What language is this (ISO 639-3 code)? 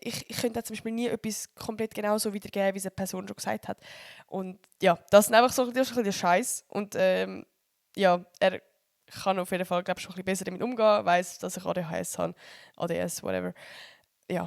gsw